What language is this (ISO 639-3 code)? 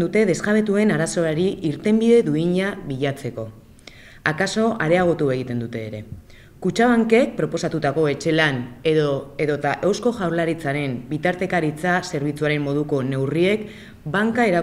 eus